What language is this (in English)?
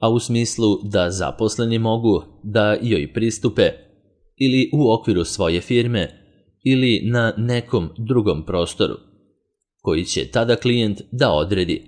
Serbian